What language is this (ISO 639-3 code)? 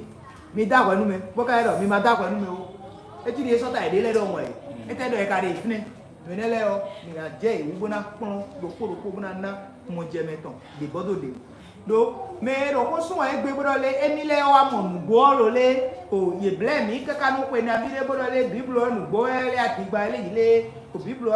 fon